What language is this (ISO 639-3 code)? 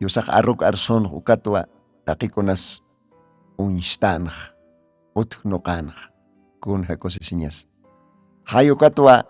aym